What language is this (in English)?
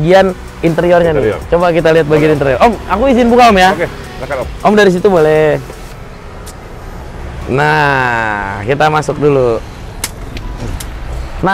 Indonesian